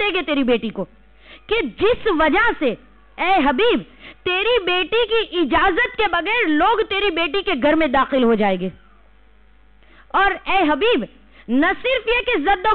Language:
Urdu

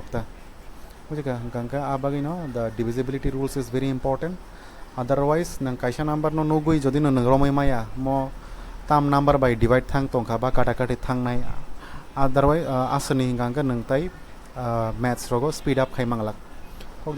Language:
Kok Borok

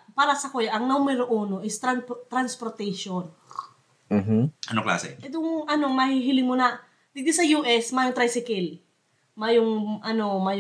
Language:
Bikol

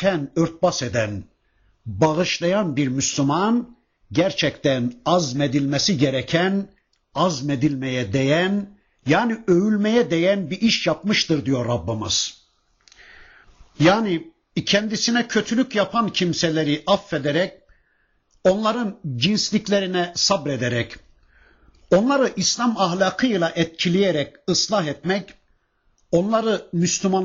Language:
Turkish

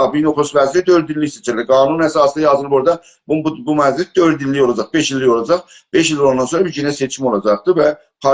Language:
South Azerbaijani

